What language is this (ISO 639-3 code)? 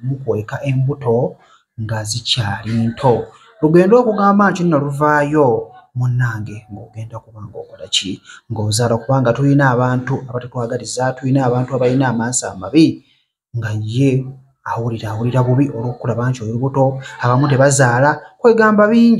lug